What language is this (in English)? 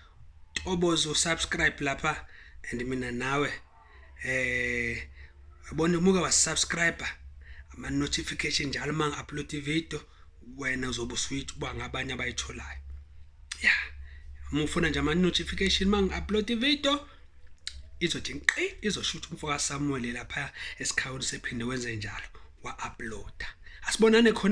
Zulu